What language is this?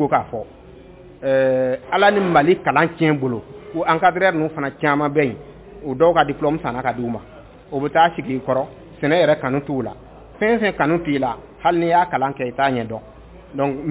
Bambara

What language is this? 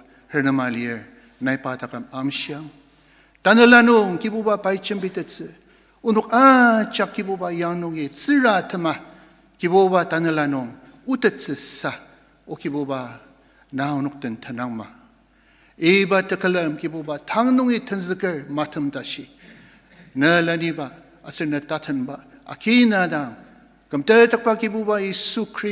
Ao Naga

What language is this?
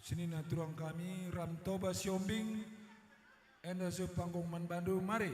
Batak Karo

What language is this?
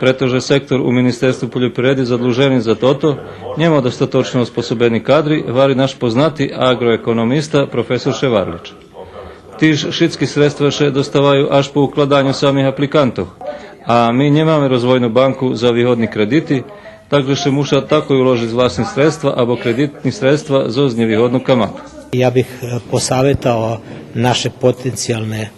Rusyn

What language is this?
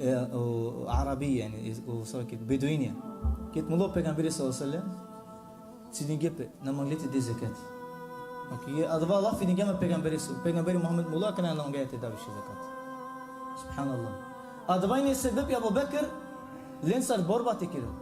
Balkan Romani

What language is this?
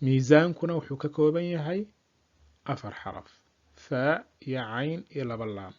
Somali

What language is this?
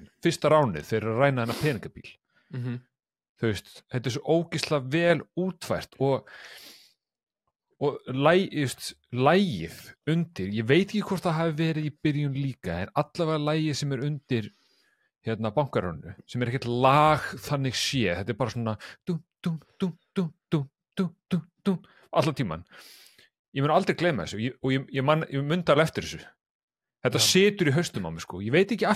Icelandic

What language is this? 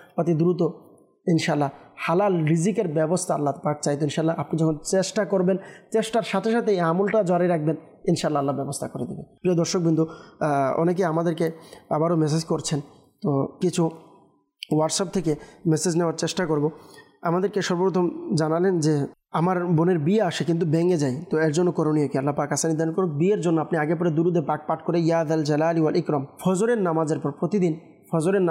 Bangla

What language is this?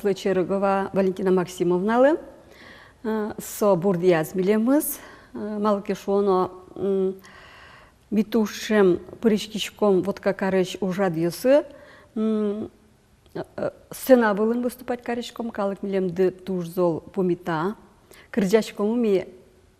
Udmurt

